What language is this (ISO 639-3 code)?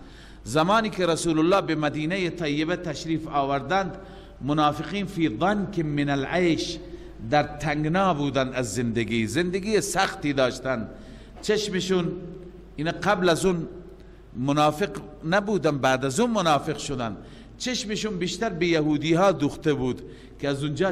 fas